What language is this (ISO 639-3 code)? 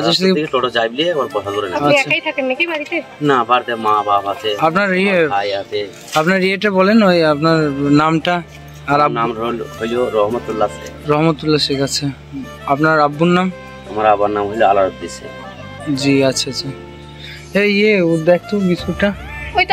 ben